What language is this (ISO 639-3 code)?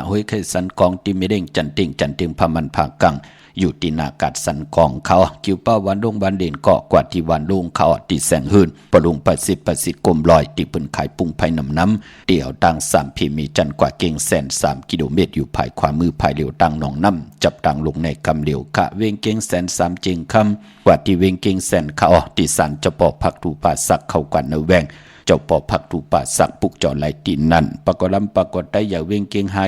shn